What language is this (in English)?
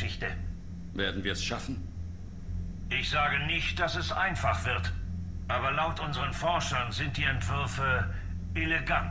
German